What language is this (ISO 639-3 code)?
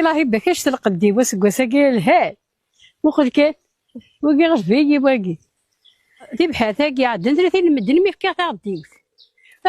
kab